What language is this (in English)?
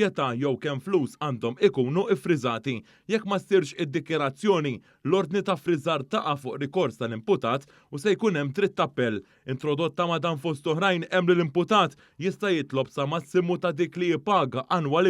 Maltese